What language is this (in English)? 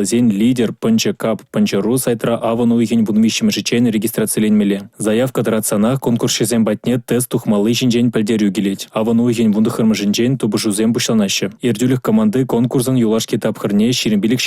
Chuvash